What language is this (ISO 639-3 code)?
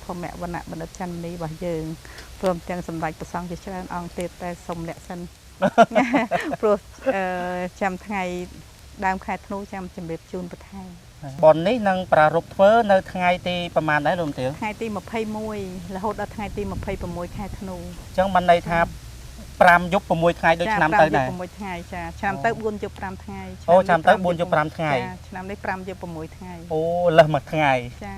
khm